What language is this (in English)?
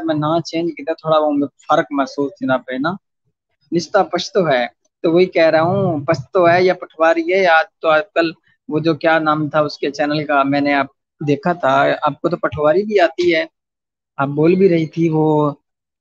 Saraiki